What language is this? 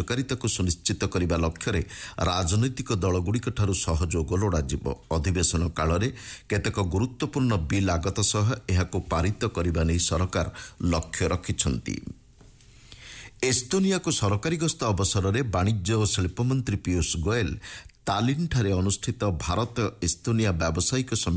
Odia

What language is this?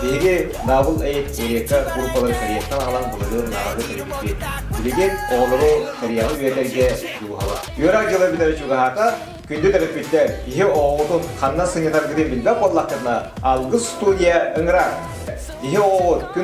Yakut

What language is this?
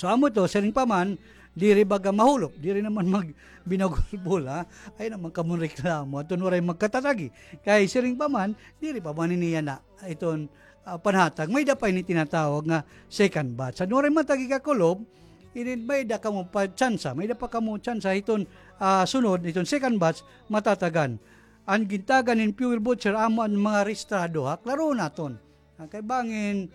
Waray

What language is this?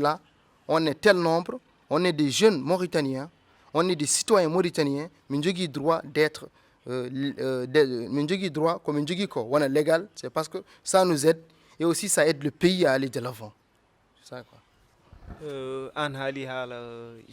Fula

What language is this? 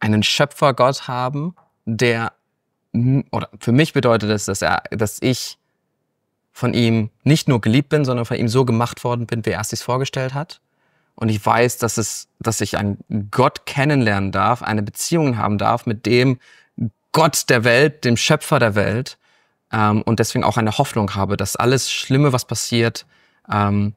Swiss German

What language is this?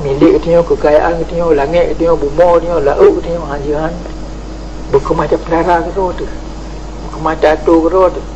Achinese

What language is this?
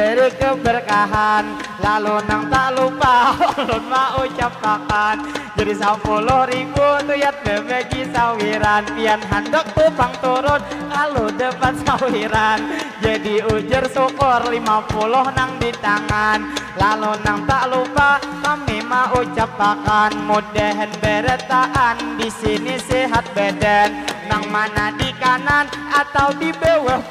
Banjar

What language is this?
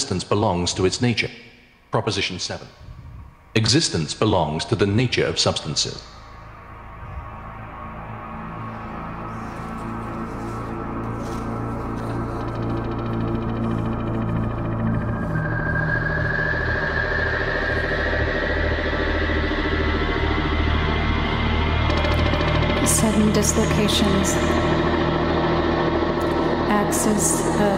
English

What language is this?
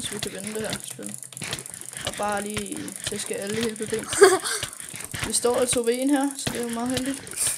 Danish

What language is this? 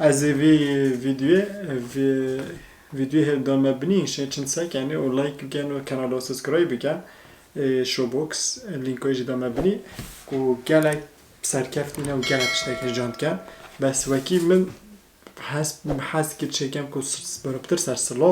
Kurdish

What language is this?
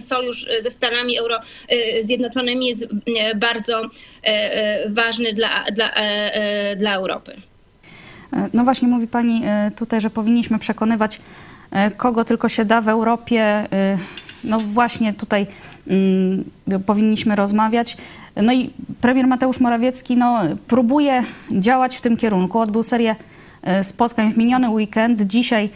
Polish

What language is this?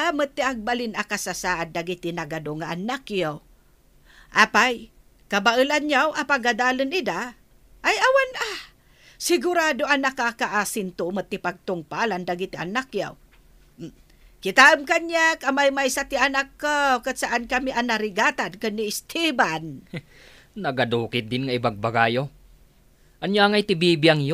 Iloko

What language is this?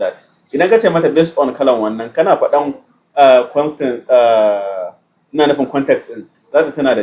Hausa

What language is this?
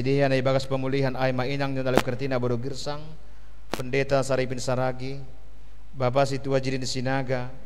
Batak Simalungun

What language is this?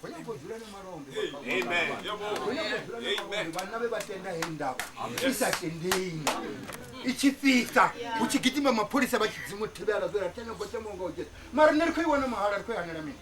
Venda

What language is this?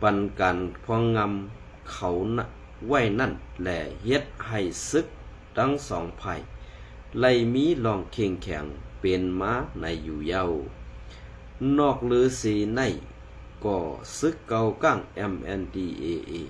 Shan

